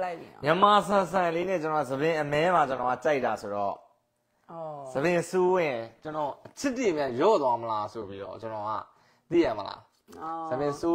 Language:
Burmese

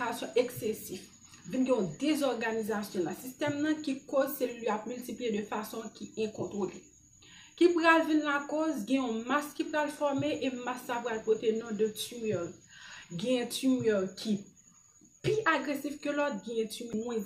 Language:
Haitian Creole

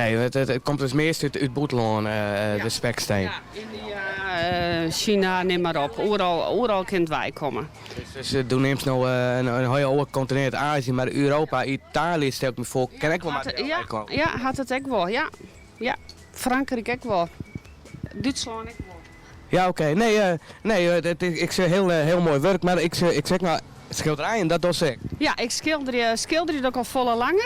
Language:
Western Frisian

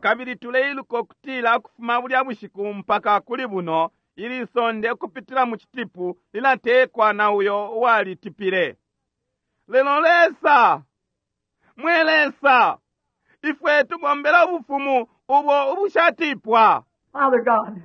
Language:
Bemba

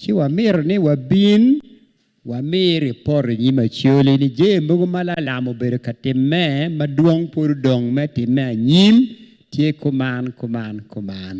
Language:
Acoli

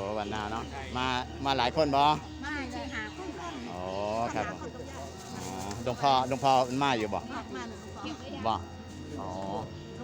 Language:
Northeastern Thai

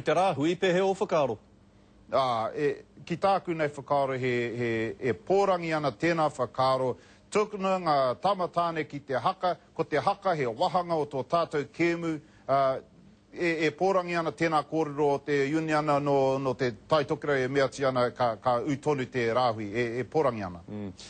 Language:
Māori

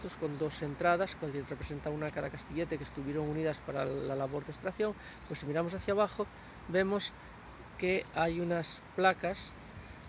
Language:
Spanish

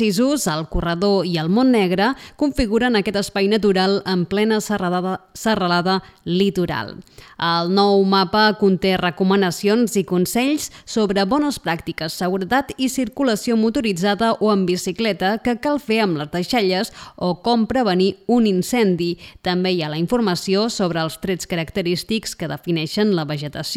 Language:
Catalan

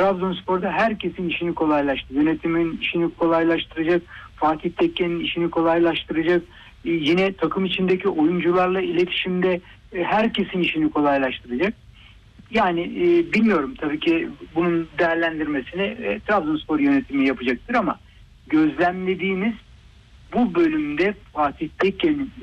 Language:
Turkish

